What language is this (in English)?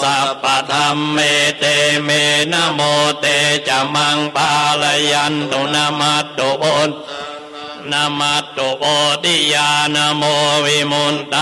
Pali